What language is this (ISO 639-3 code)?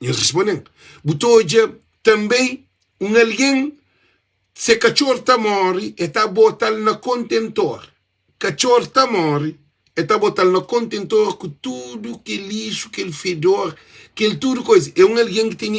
kea